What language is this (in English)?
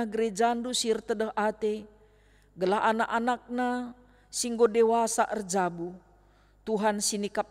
Batak Karo